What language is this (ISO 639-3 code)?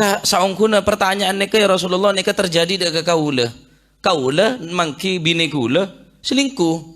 mad